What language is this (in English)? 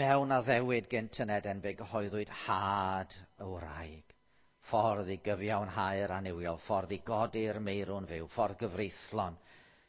Welsh